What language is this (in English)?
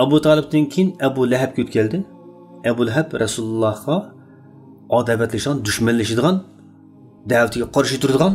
Uyghur